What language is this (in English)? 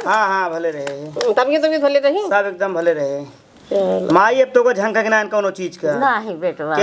Awadhi